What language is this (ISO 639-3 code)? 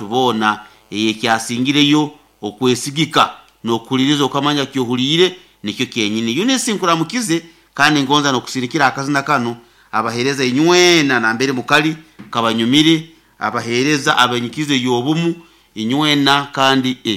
nyo